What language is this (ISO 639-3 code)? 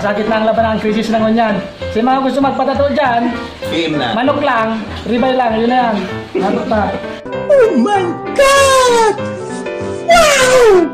bik